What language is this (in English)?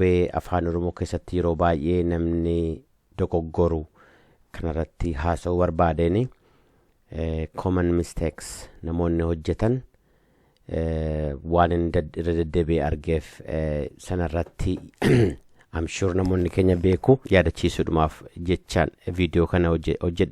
Oromo